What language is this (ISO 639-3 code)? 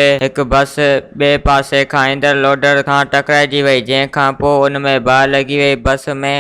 snd